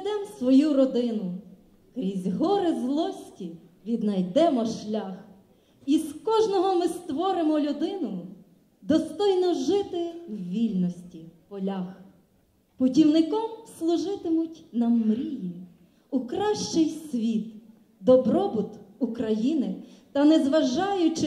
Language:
Ukrainian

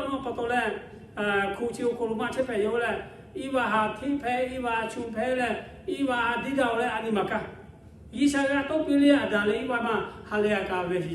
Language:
Lahu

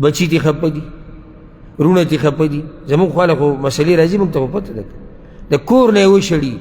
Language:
Pashto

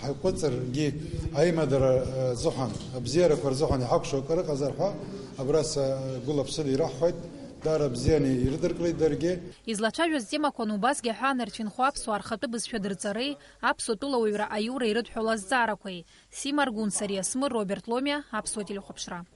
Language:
Abkhazian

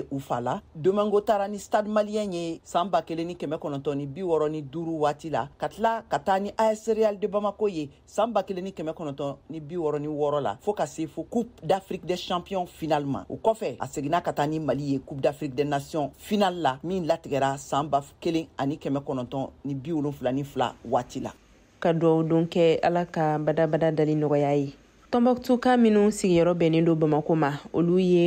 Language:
Bambara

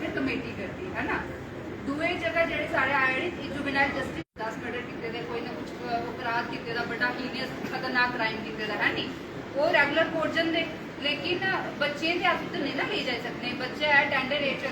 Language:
Dogri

